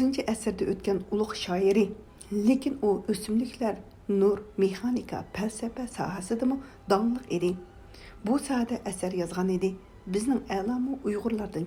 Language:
Uyghur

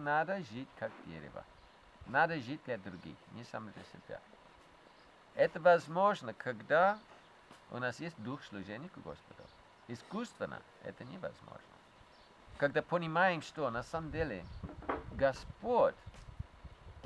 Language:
Russian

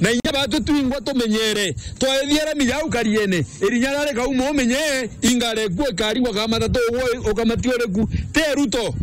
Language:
Meru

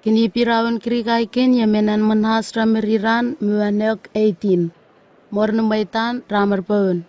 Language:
Southwest Tanna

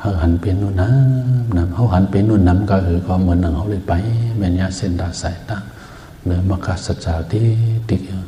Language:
Shan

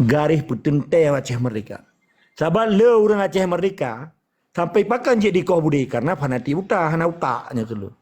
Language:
Achinese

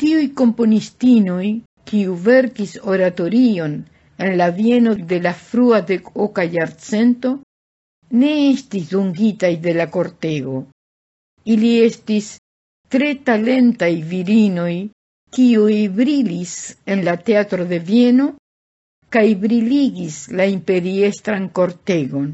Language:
Esperanto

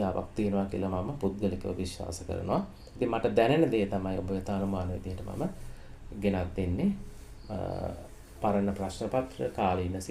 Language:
Sinhala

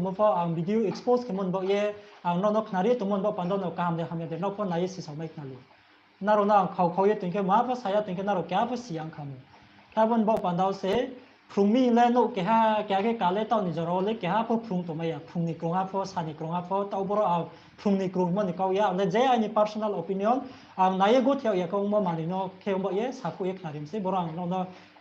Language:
Riang (India)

